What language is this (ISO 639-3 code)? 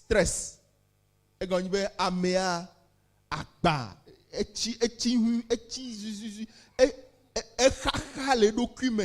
ewe